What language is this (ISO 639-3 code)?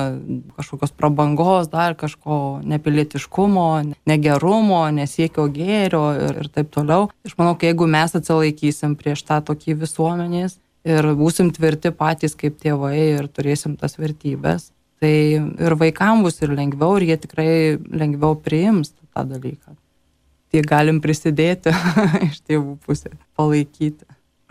lit